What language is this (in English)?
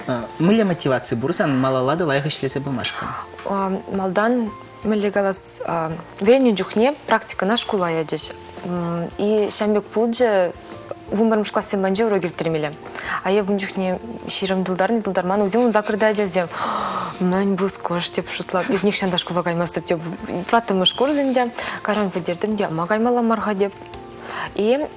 Chuvash